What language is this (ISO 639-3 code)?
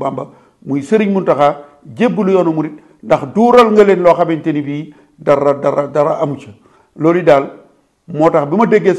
wol